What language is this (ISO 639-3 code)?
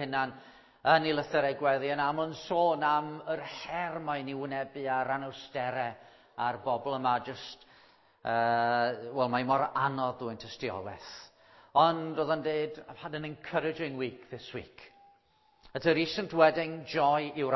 cym